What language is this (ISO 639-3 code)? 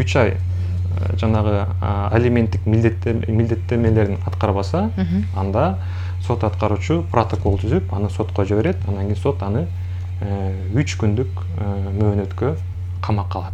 kir